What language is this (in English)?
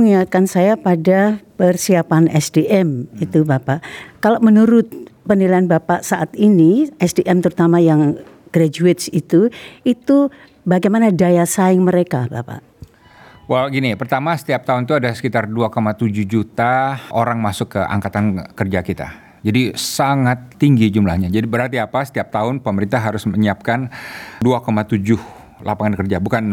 Indonesian